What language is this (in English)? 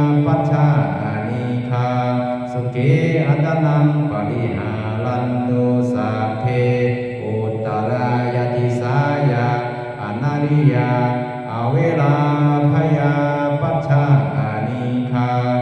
Pali